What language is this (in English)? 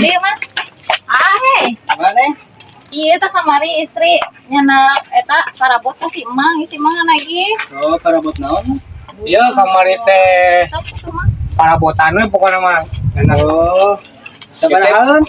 Sundanese